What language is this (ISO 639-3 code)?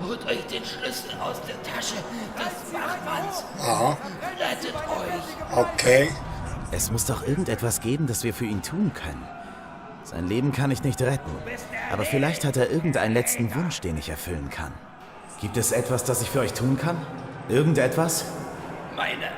gsw